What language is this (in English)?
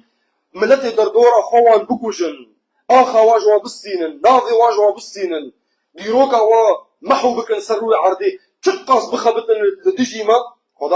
Kurdish